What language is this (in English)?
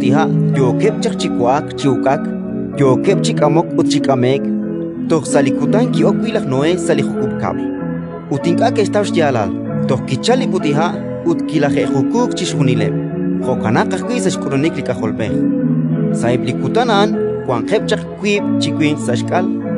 Kekchí